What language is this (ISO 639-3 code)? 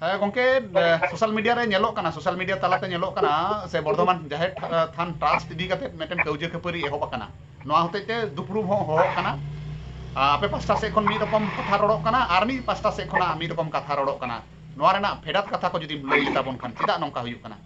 sat